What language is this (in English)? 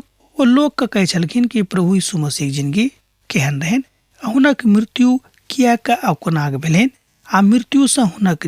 Maithili